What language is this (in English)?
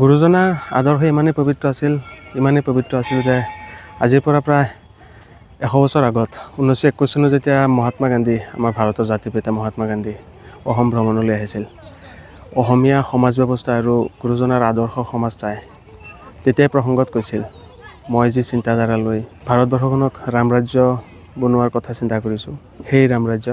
Assamese